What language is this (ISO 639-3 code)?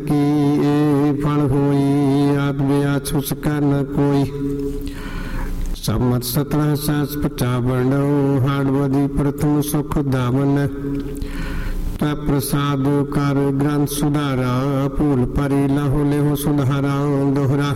pan